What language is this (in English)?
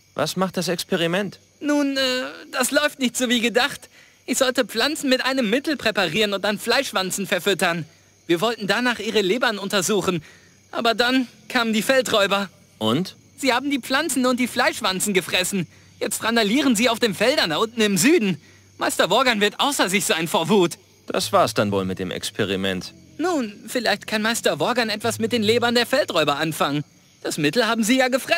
Bavarian